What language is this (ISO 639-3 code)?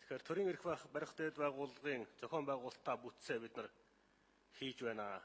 mon